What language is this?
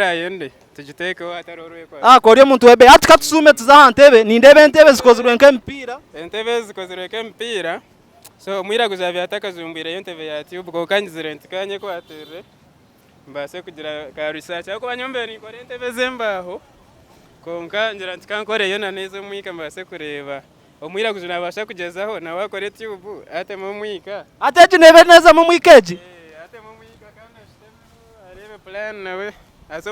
Nyankole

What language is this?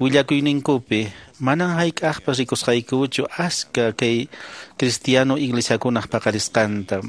Quechua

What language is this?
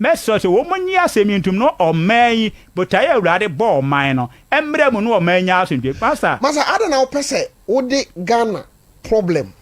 Akan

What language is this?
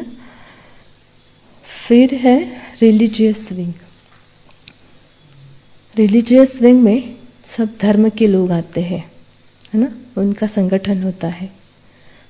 Hindi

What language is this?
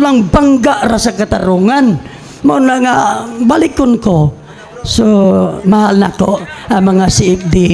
Cebuano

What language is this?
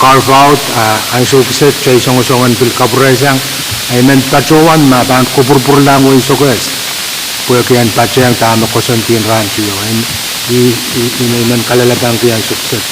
Pohnpeian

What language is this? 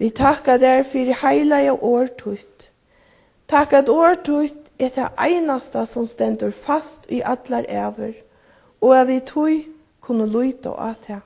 Faroese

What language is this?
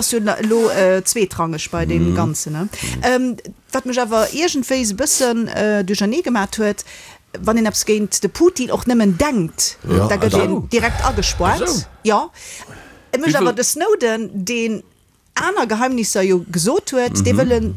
Luxembourgish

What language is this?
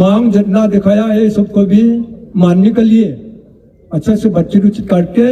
Hmar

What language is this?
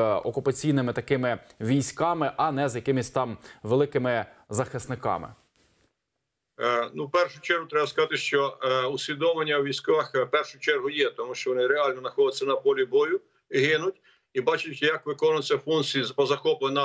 Ukrainian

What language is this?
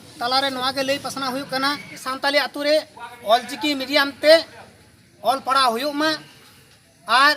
Santali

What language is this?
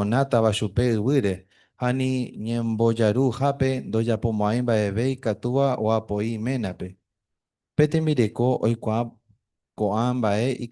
Guarani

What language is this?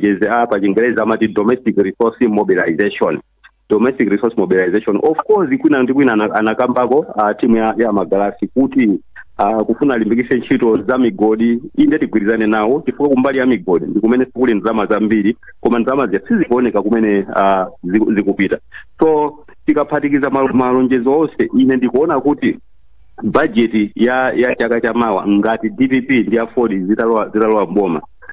Nyanja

